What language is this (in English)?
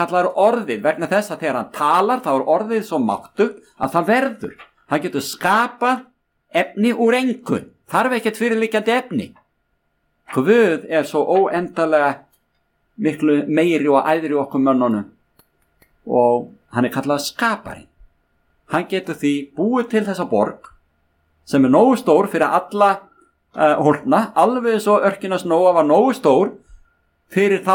Icelandic